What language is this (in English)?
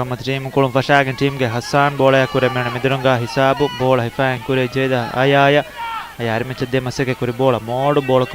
Divehi